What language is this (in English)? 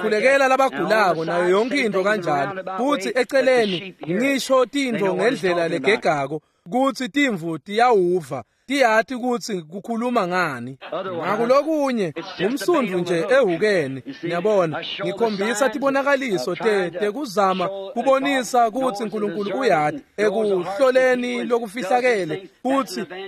Swati